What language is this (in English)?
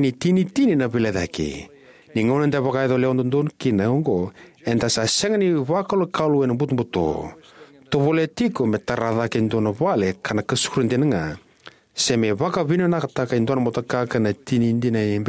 Fijian